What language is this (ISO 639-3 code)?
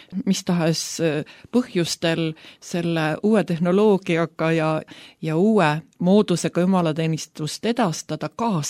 est